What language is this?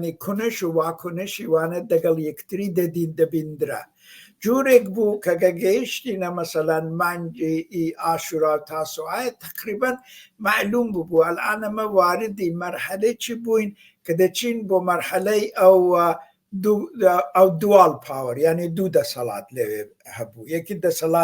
Central Kurdish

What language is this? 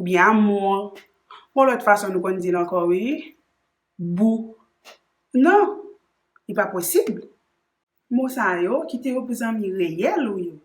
Haitian Creole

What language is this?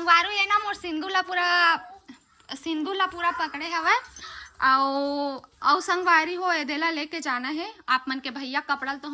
Chhattisgarhi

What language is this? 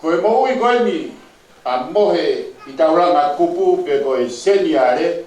Tongan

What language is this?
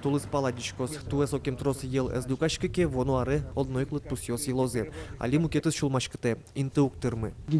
Udmurt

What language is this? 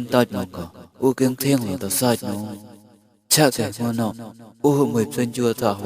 Mon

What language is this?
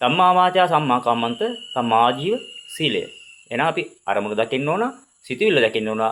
Sinhala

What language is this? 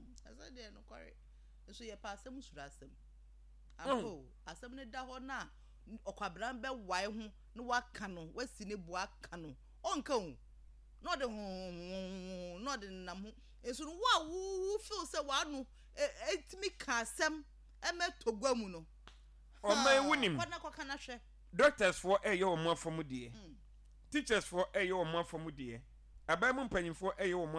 Akan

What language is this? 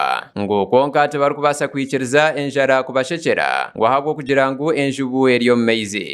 Nyankole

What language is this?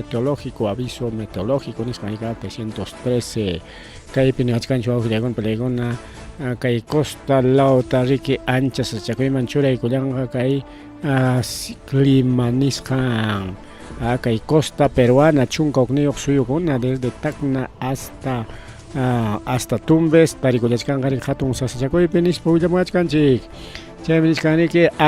Ayacucho Quechua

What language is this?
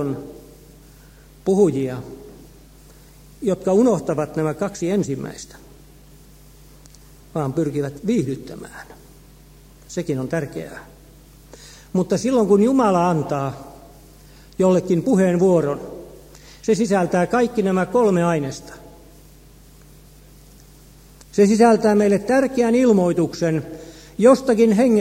Finnish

